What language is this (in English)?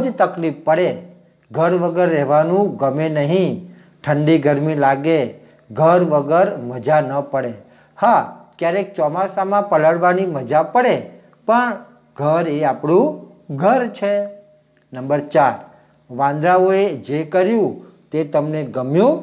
Gujarati